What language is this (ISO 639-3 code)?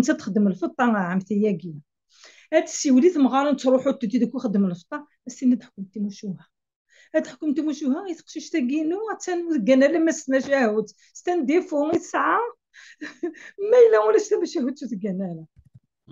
kab